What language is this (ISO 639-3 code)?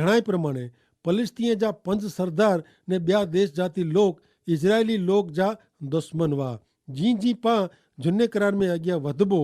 kfr